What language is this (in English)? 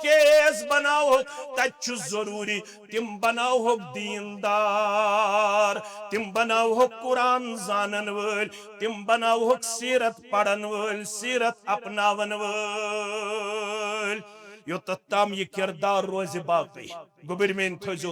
Kashmiri